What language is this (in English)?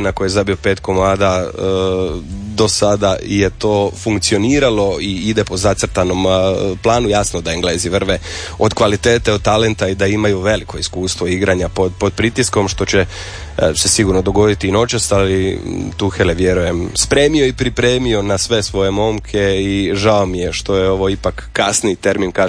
Croatian